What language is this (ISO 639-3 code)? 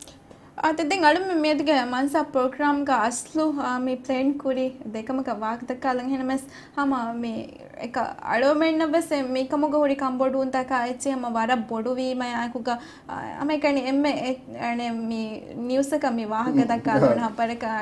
div